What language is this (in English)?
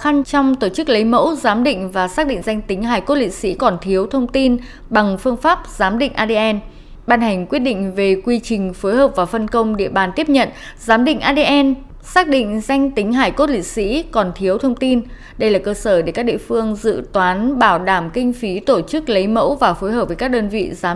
Vietnamese